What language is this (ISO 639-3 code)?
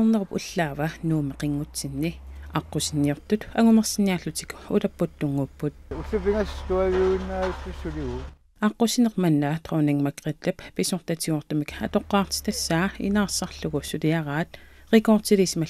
kal